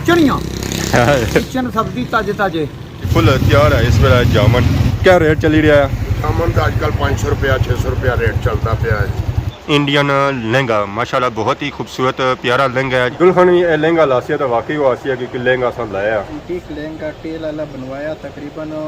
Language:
Pahari-Potwari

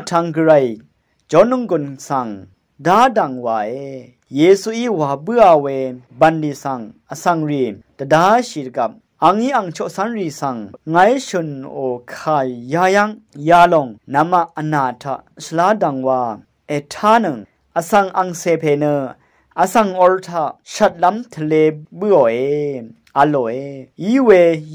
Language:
Rawang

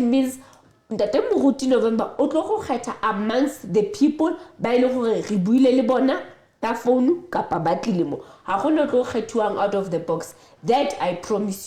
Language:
Southern Sotho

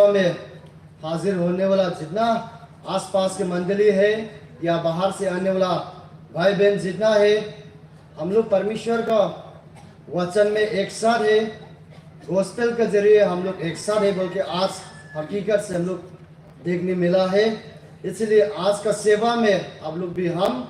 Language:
Hmar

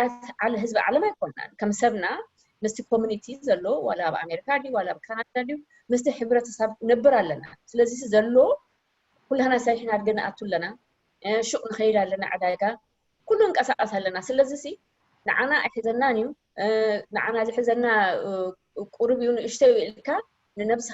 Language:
Tigrinya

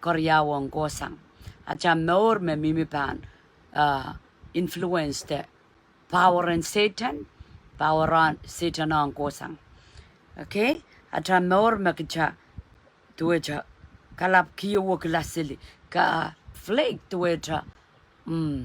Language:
Pohnpeian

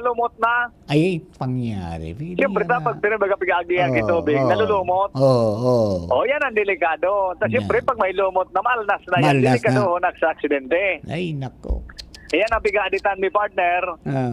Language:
Bikol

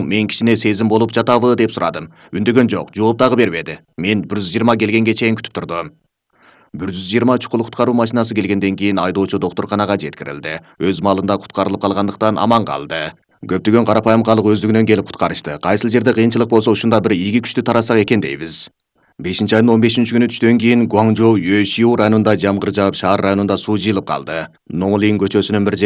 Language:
Kyrgyz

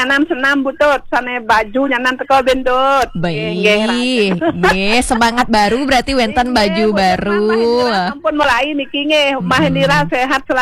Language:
Balinese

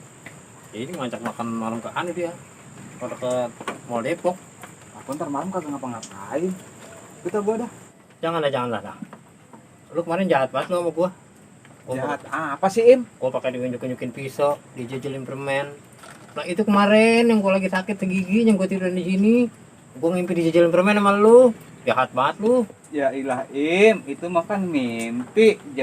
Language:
Betawi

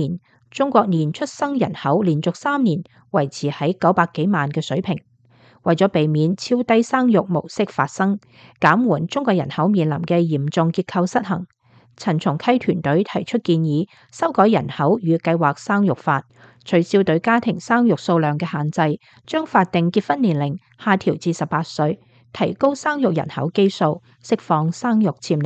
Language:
Cantonese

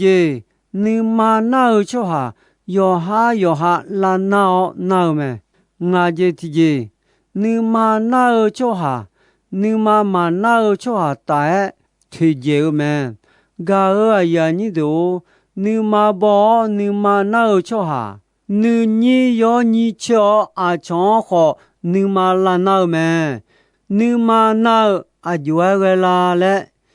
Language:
Akha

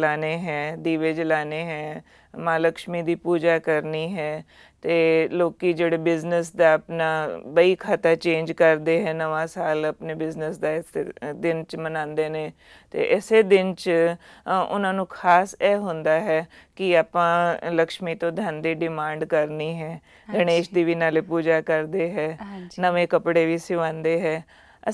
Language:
Punjabi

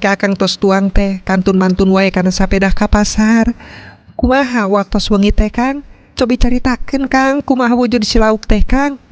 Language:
Sundanese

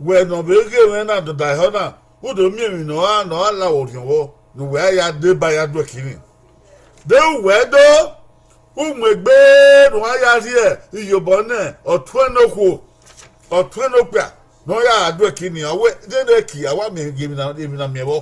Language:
Bini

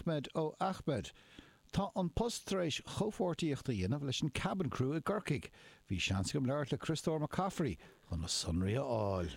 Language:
Irish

